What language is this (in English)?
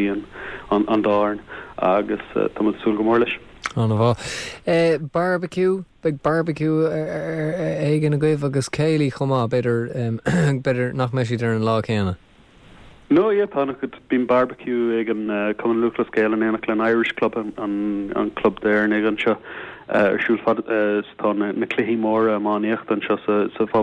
Irish